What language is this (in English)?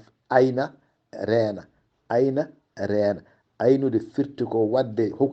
Fula